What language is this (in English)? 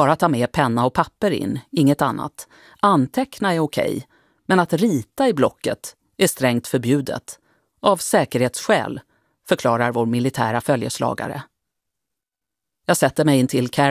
Swedish